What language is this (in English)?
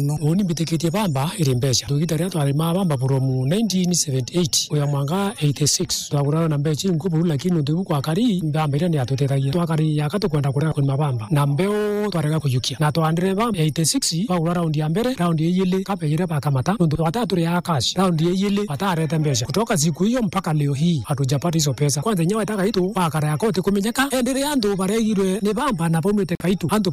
Meru